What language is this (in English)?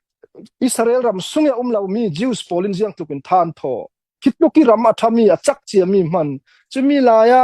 Falam Chin